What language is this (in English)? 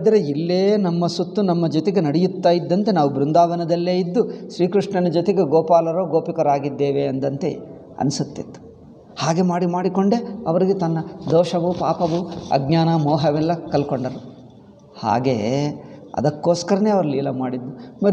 Kannada